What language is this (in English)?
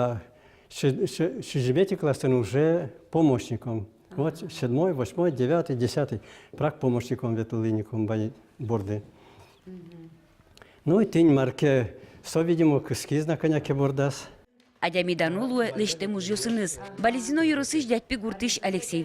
Udmurt